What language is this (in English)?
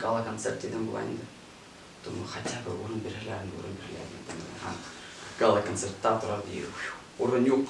Bashkir